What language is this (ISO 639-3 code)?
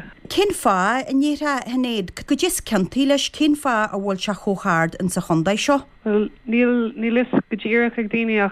gle